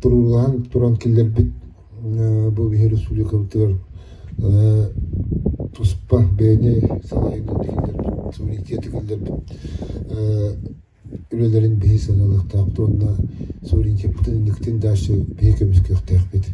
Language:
Yakut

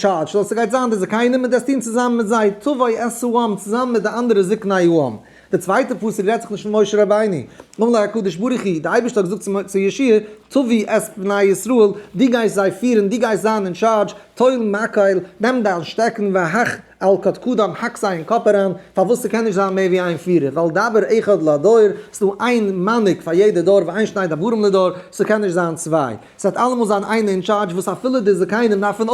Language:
Yiddish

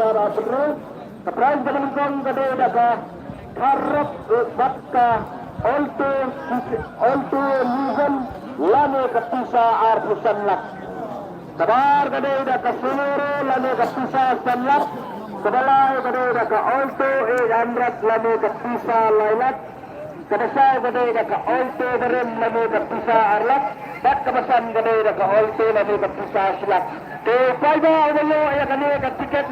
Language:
Khasi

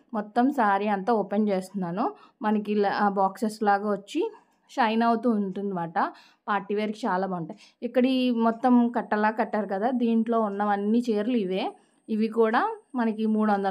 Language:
Telugu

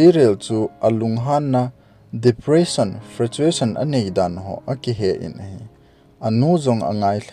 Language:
Thado Chin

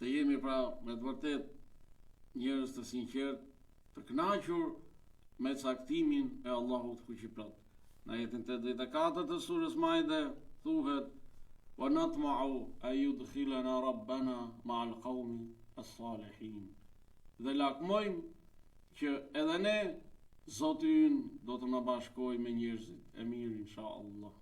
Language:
Albanian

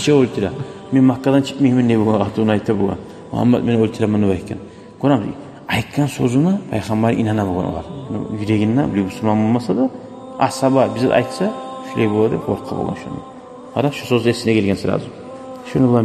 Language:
Kumyk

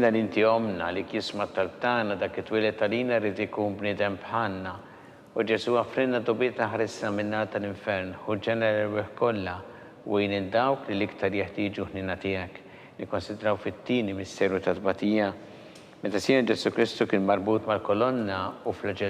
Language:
Maltese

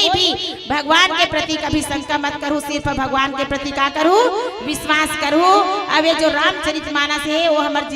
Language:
Chhattisgarhi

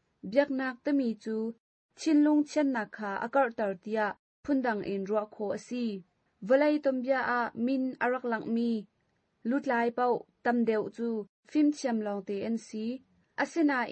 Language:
Hakha Chin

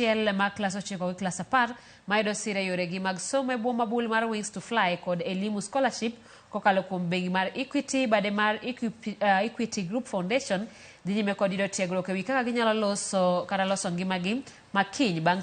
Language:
Luo (Kenya and Tanzania)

